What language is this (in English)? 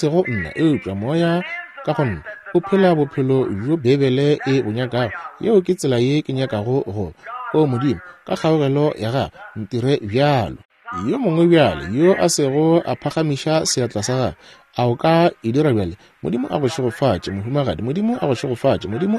Northern Sotho